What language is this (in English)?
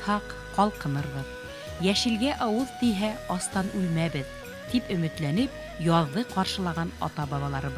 Bashkir